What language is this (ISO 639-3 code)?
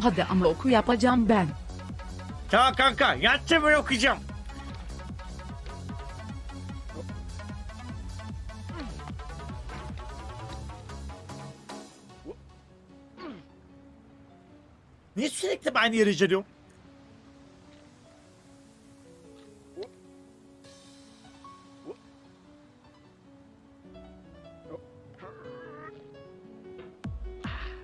tur